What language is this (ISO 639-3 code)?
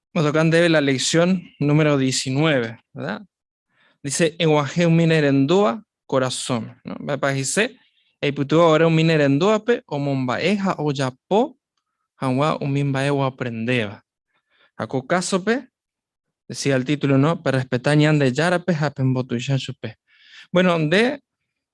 grn